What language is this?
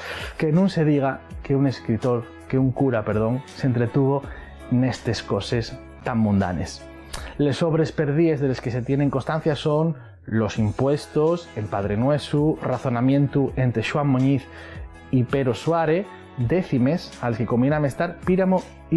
Asturian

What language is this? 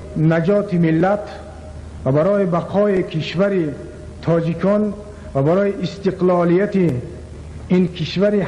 Tajik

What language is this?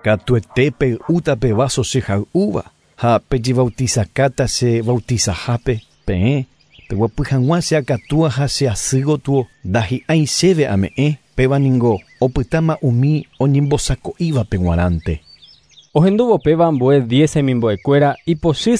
Guarani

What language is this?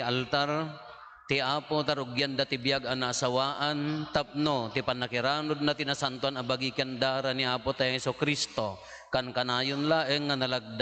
Iloko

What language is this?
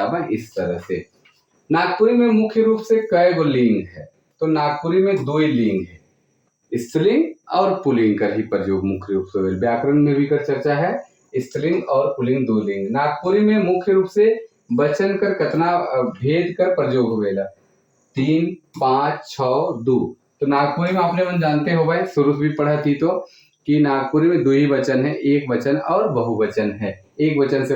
Sadri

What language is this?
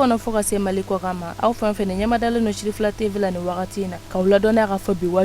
Bambara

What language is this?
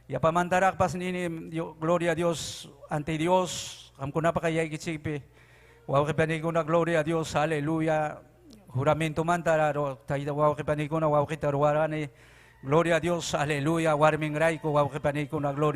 Ayacucho Quechua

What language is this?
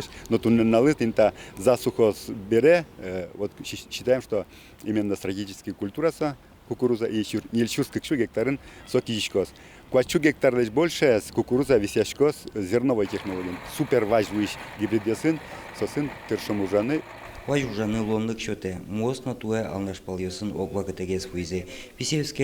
Udmurt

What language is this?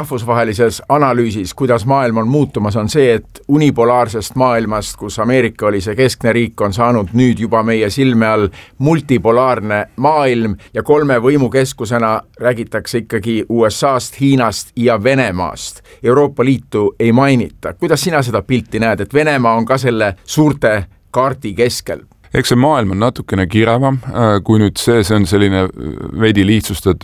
Estonian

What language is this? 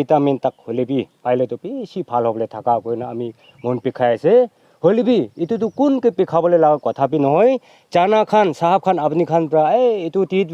Naga Pidgin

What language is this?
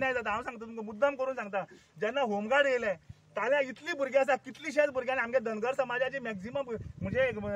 Konkani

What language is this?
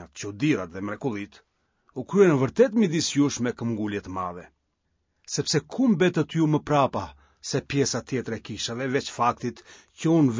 Albanian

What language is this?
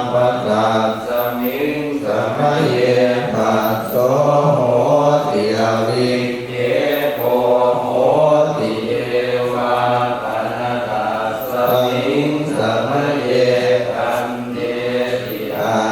Pali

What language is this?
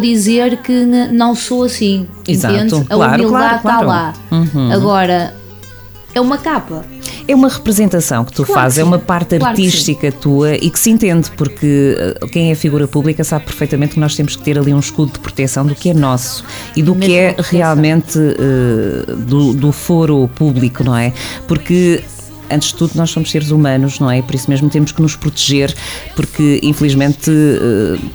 Portuguese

